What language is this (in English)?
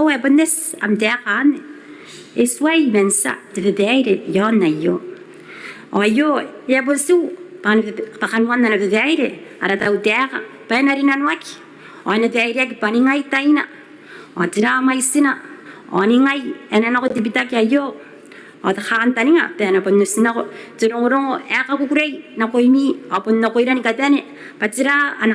Gilbertese